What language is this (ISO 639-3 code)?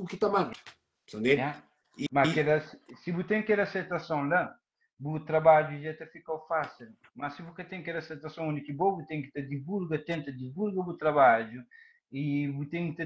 kea